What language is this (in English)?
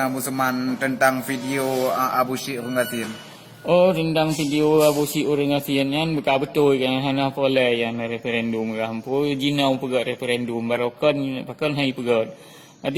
Achinese